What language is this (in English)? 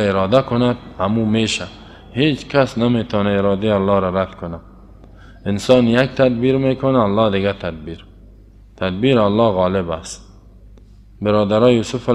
Persian